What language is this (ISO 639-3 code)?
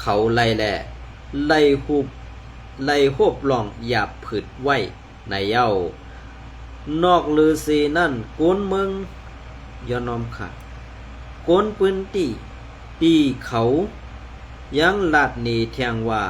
shn